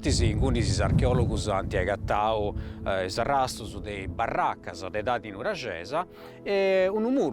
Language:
Sardinian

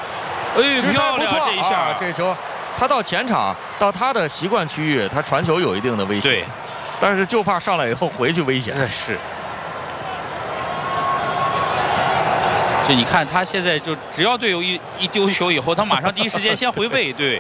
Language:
Chinese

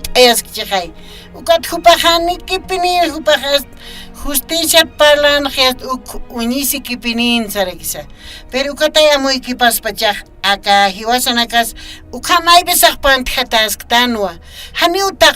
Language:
Aymara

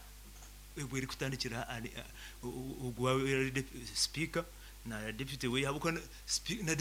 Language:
Nyankole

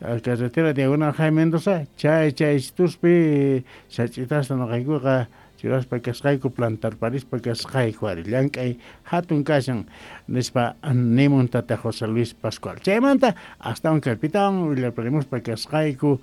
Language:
South Bolivian Quechua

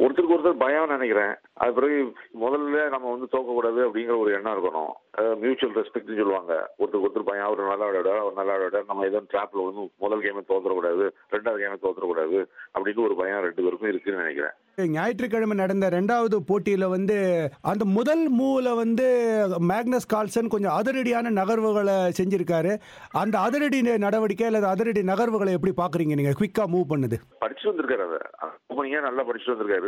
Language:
Tamil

